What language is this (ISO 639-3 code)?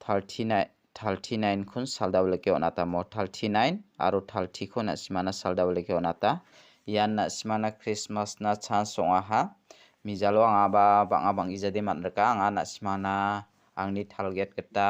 grt